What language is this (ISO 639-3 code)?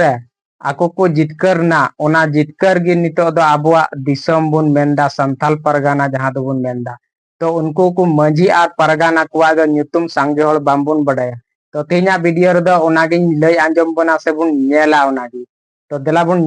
sat